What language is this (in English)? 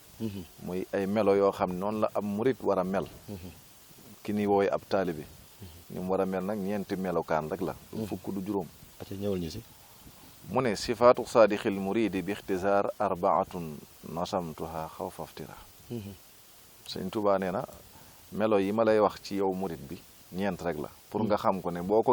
Wolof